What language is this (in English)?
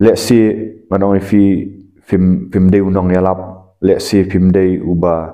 Khasi